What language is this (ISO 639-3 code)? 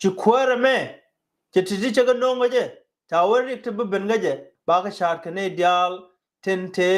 nus